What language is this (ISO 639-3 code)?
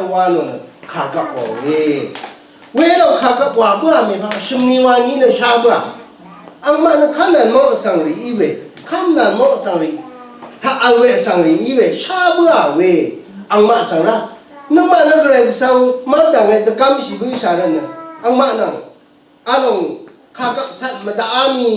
raw